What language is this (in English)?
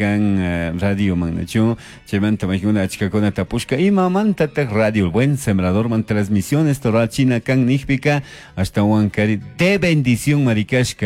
Chimborazo Highland Quichua